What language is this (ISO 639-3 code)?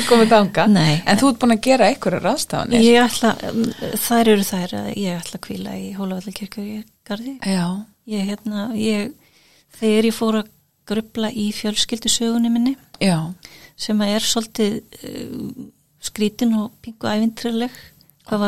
isl